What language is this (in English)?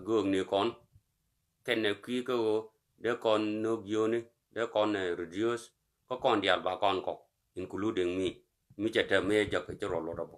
Nuer